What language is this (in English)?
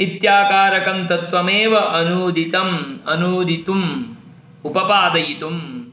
Sanskrit